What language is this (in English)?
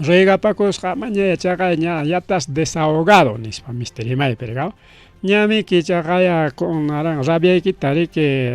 Ayacucho Quechua